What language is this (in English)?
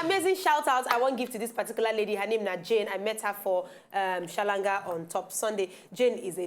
Nigerian Pidgin